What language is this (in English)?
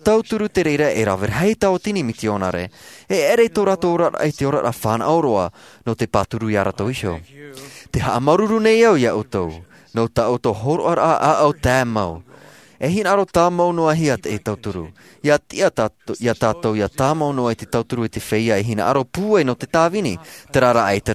Tahitian